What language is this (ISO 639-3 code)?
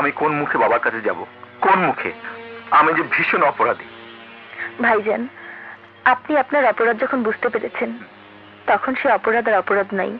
ben